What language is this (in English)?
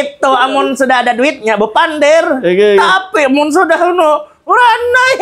Banjar